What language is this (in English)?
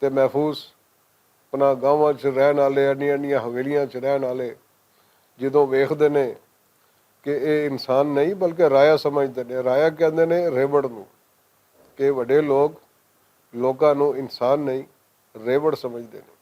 Western Panjabi